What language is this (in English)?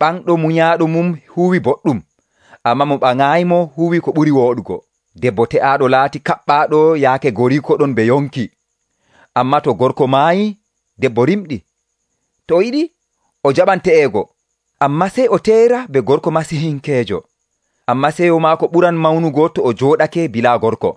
Nigerian Fulfulde